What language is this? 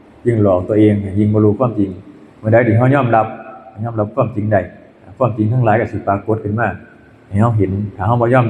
Northeastern Thai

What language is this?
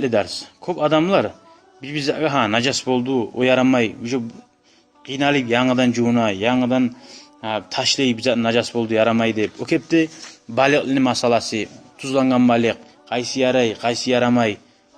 Kumyk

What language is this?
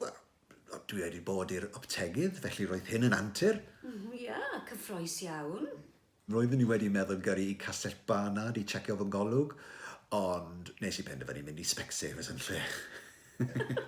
Welsh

